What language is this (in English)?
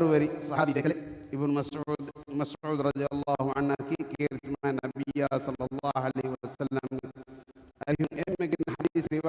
Divehi